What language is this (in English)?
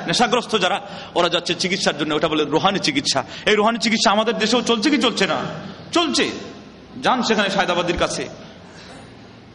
Bangla